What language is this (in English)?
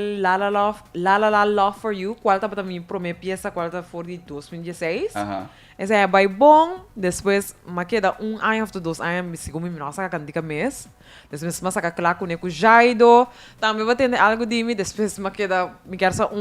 Papiamento